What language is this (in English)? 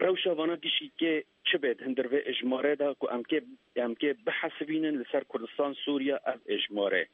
Kurdish